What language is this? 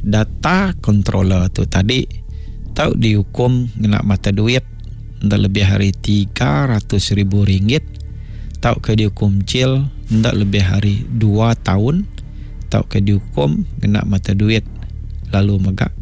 Iban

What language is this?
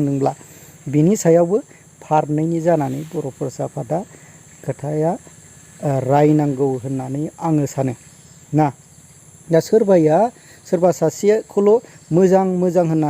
Bodo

